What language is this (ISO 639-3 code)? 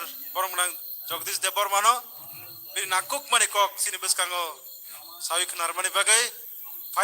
trp